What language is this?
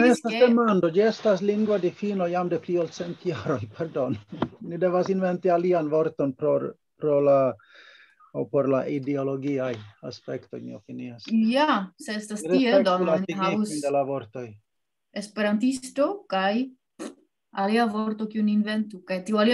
Esperanto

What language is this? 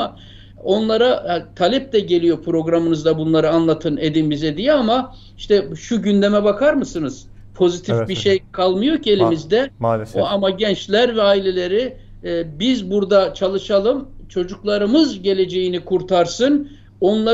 Turkish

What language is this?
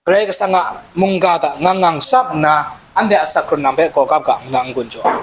Kachin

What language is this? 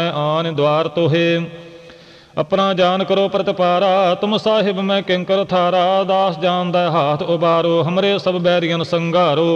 Punjabi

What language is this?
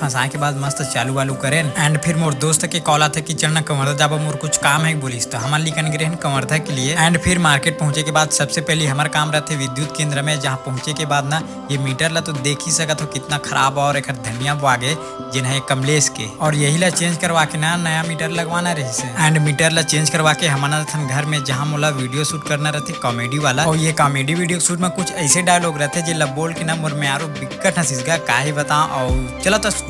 Chhattisgarhi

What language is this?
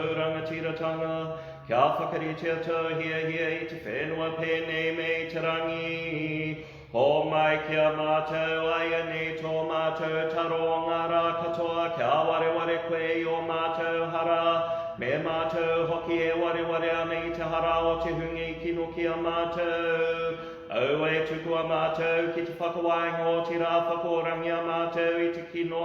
Māori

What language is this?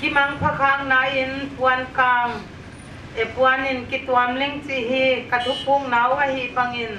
Paite Chin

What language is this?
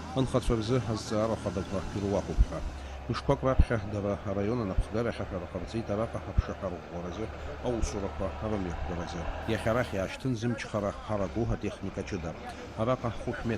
Abkhazian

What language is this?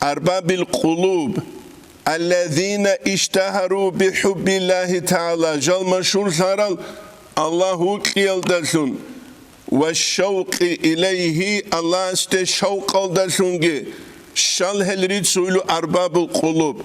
Avaric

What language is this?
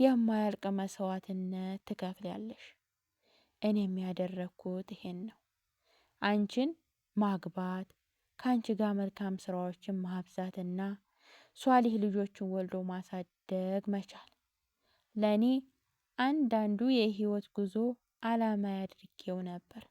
Amharic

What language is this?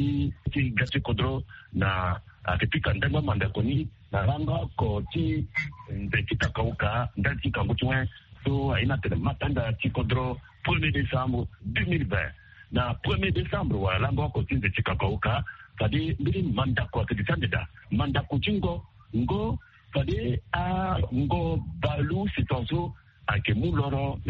Sango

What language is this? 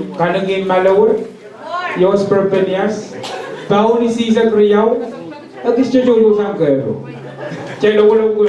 Pohnpeian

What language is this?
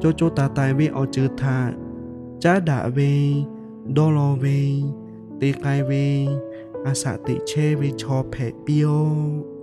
Lahu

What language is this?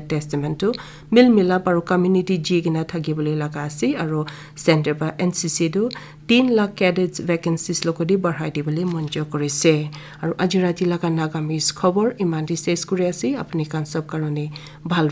Naga Pidgin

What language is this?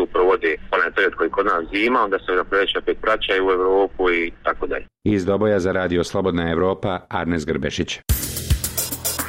Bosnian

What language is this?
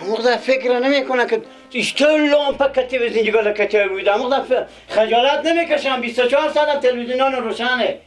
Persian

